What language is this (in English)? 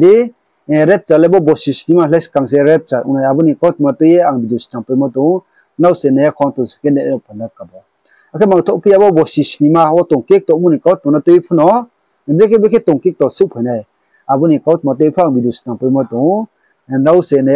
Riang (India)